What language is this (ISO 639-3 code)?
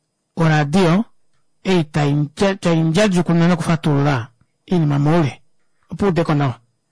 kua